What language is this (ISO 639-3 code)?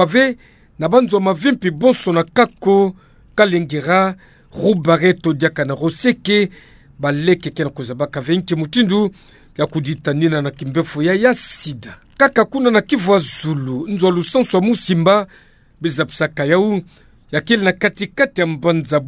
ktu